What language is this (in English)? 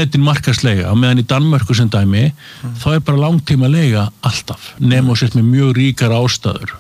Icelandic